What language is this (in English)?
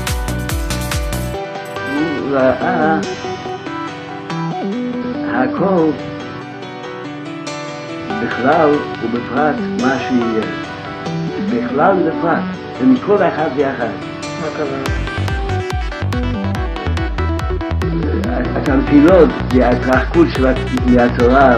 Hebrew